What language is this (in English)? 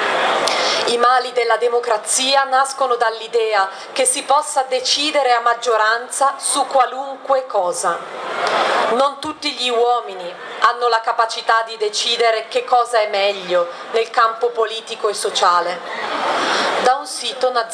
Italian